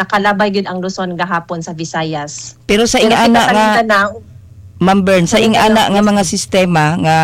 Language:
Cebuano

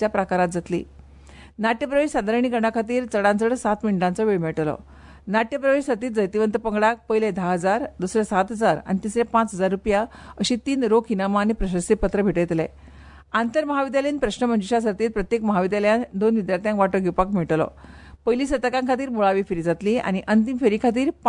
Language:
Konkani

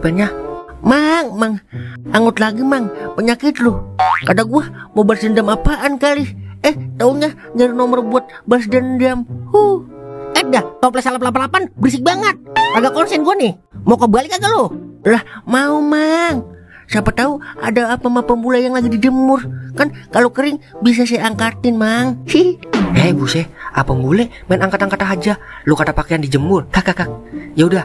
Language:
Betawi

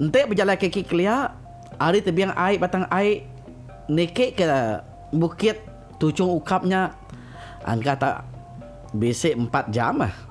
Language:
Iban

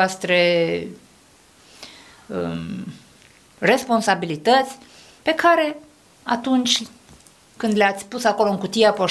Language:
Romanian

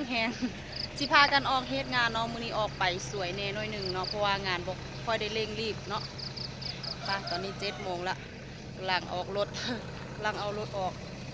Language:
Lao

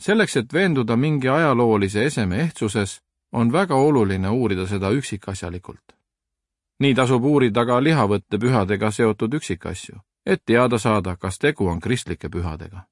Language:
Estonian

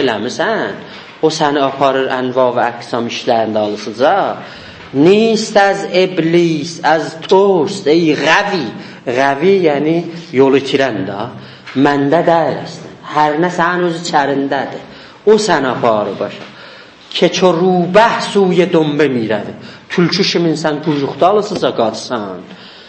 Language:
South Azerbaijani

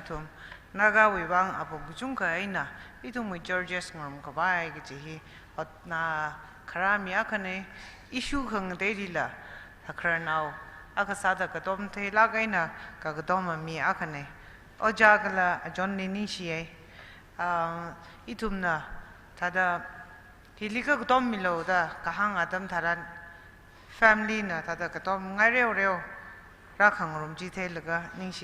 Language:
Tangkhul Naga (India)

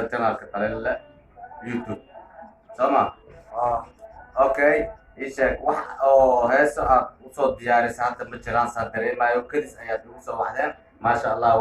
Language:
Somali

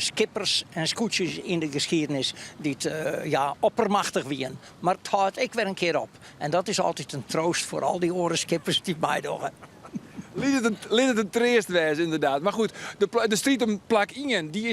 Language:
Western Frisian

